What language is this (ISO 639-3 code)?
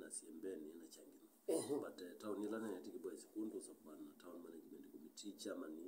kam